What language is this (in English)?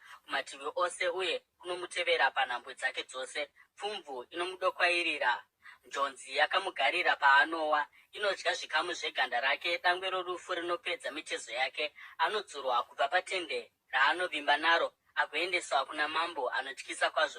Shona